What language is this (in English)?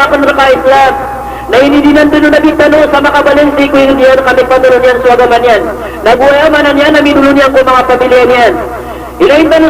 Maranao